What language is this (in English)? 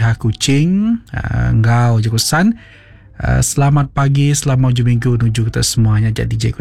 Iban